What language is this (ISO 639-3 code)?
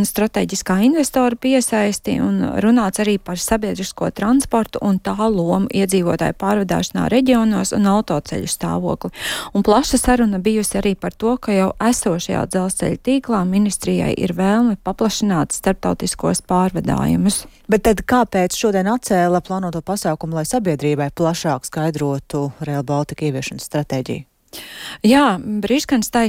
lav